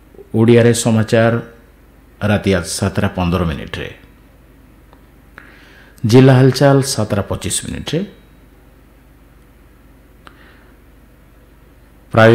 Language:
Odia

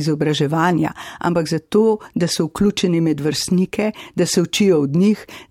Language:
Slovenian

